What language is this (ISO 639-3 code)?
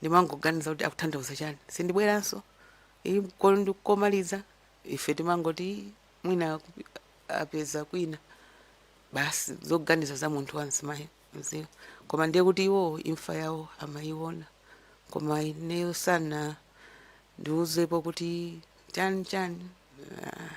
nya